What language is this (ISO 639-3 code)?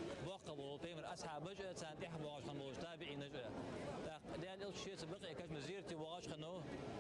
inh